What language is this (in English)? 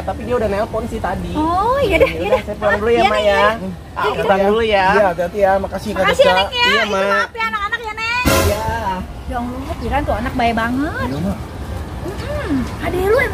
Betawi